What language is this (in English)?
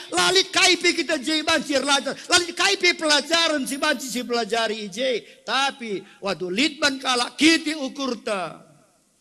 Batak Karo